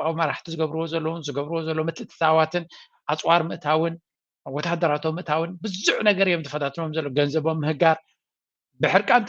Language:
Tigrinya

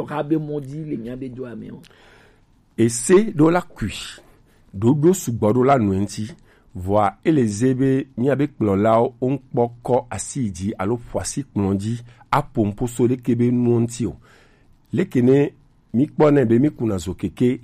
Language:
Gen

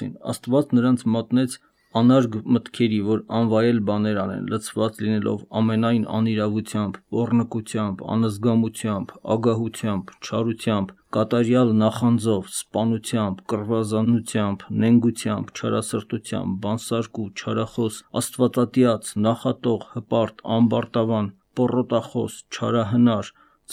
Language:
Armenian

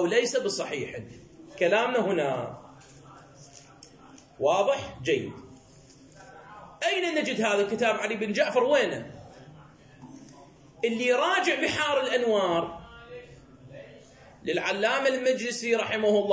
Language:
Arabic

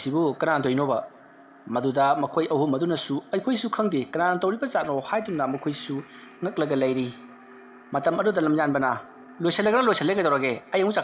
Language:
Manipuri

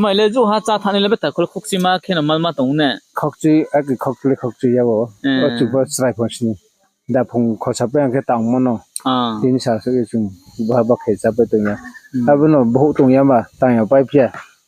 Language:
Riang (India)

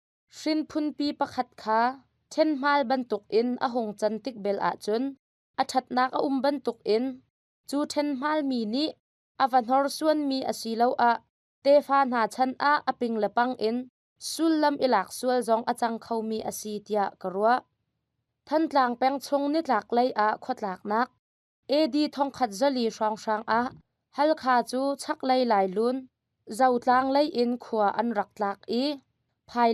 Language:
Hakha Chin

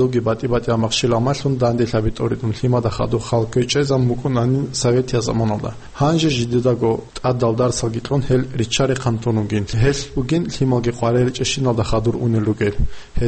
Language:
Avaric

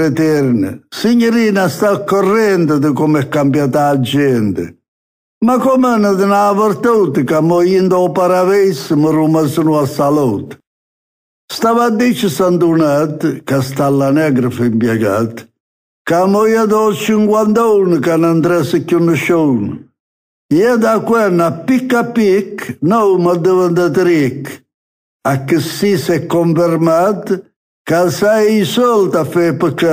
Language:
Neapolitan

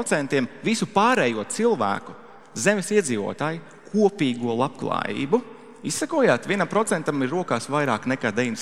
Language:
Latvian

